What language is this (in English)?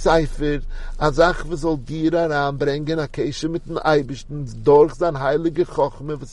Yiddish